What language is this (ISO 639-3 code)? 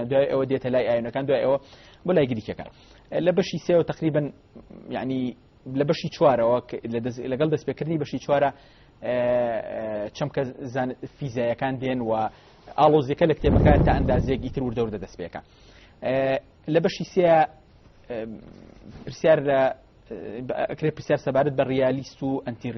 ckb